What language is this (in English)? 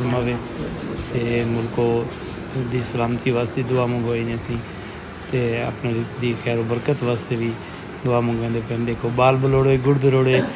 Saraiki